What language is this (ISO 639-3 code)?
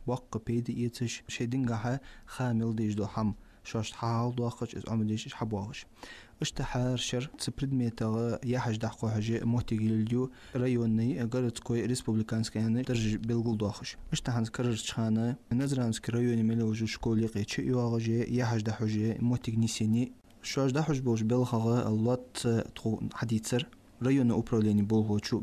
inh